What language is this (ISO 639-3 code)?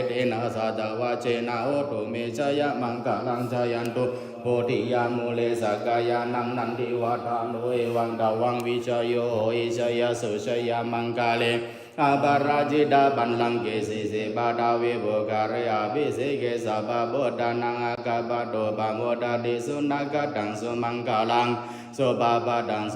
pli